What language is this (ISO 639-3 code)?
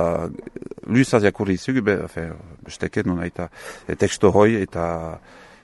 eus